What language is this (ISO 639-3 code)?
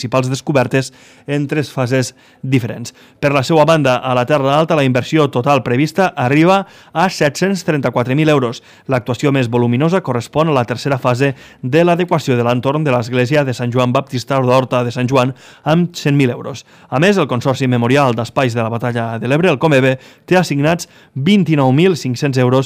cat